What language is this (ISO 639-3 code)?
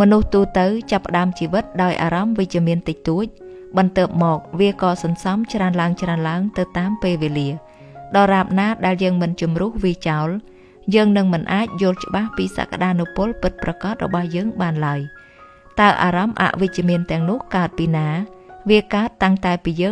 khm